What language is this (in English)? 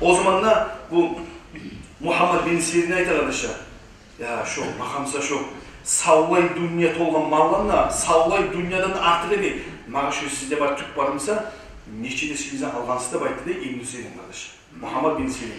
Kumyk